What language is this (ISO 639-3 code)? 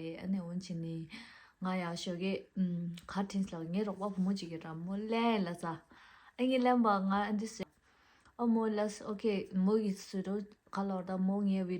bod